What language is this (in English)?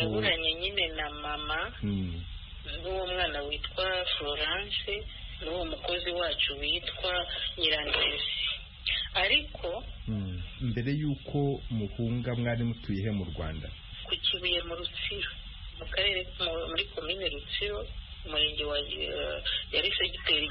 Kinyarwanda